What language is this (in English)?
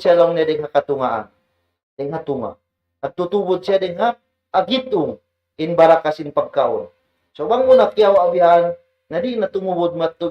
Tausug